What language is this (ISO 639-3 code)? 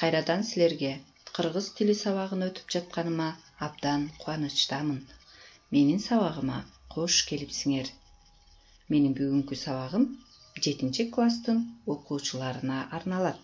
kir